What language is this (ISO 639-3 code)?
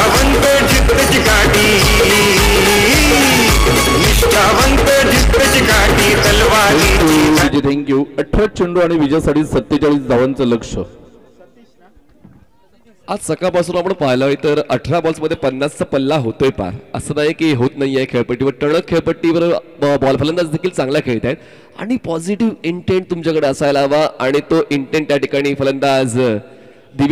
mar